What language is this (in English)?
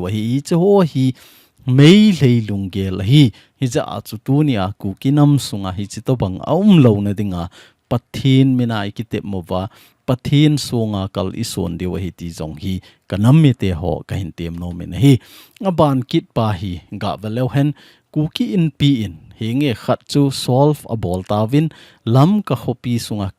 Thado Chin